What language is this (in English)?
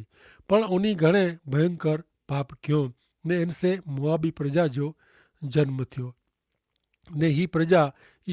Kachhi